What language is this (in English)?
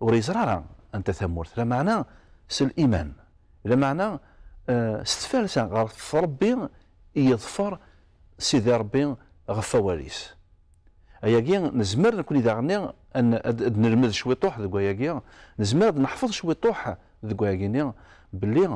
Kabyle